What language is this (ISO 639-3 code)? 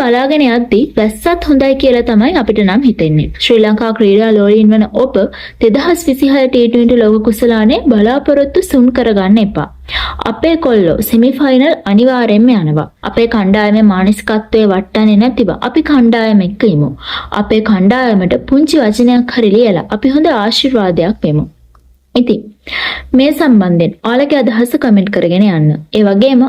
sin